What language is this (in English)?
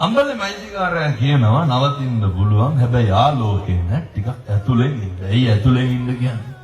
Sinhala